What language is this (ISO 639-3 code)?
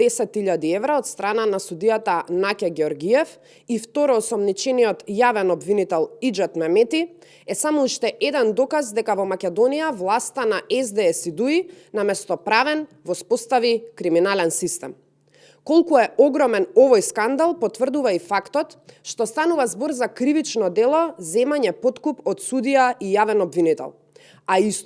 mkd